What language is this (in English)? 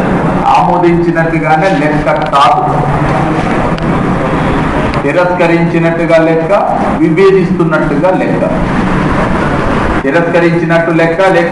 Telugu